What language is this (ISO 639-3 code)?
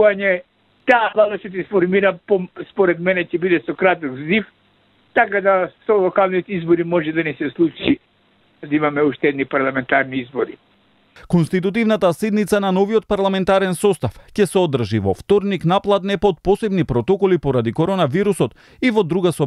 mkd